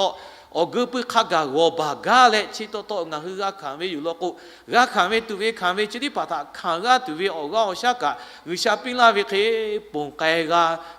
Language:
Lahu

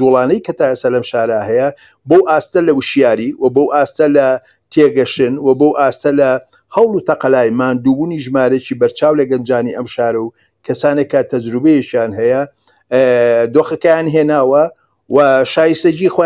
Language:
Central Kurdish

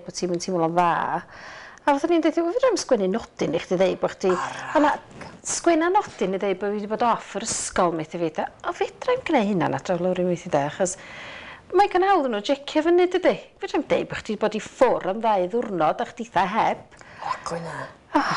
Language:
Welsh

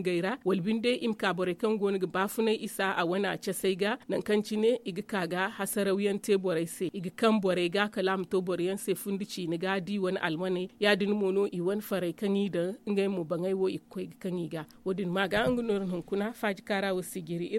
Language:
Zarma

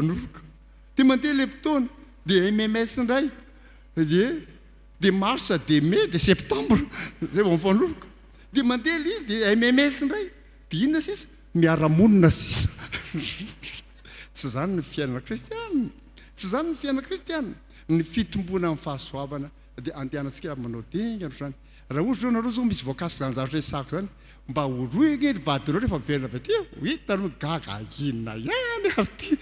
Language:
Malagasy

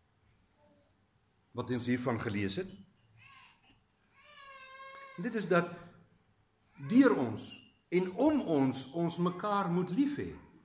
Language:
Afrikaans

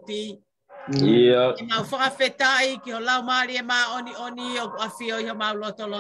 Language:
Tongan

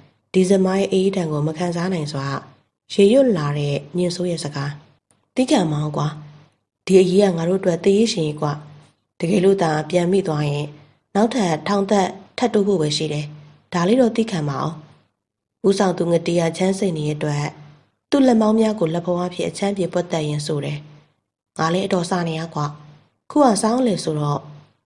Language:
Burmese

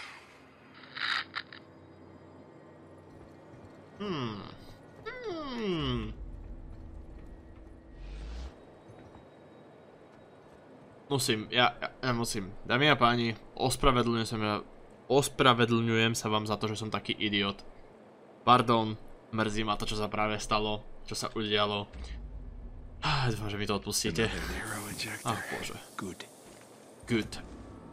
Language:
Slovak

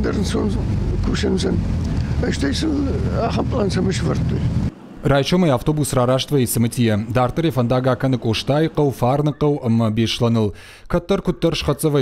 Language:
Ossetic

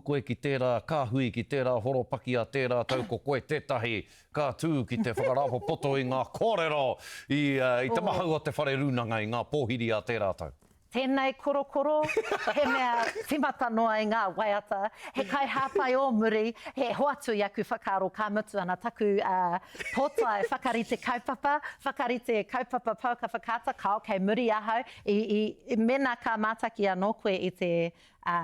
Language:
Māori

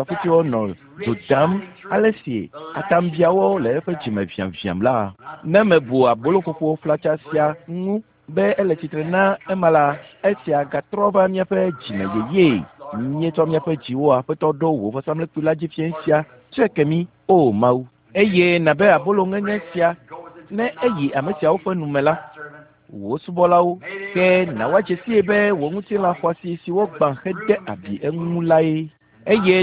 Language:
Ewe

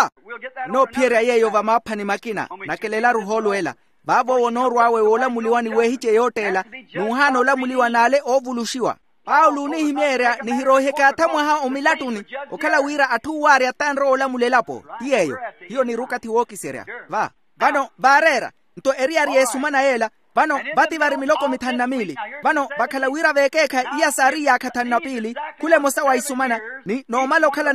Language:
Makhuwa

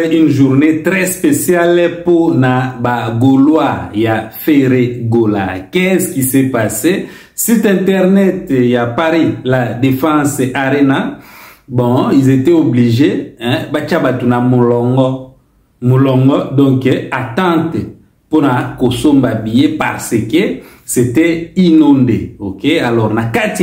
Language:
Lingala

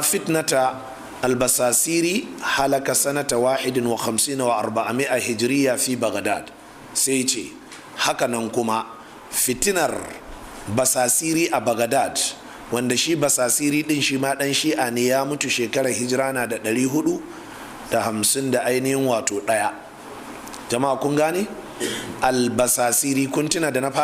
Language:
Hausa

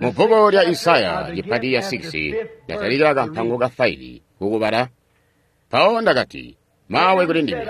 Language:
Tonga (Zambia)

